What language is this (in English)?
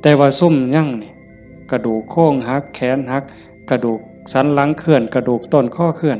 Northeastern Thai